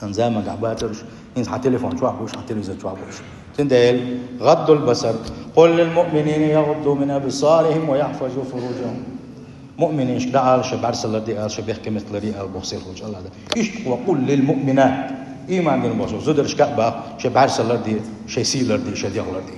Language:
Chechen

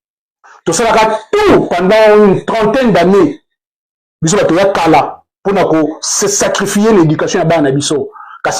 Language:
Lingala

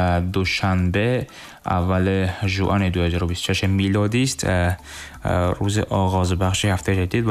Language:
Tajik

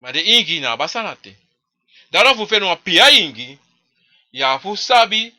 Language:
Sranan Tongo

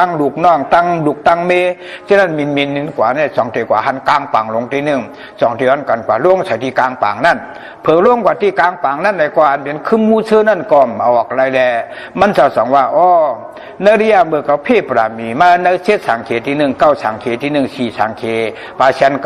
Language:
Shan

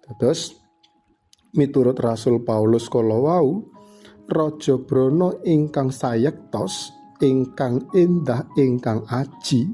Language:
Javanese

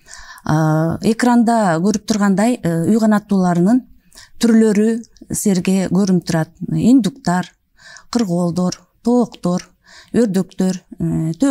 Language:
Kyrgyz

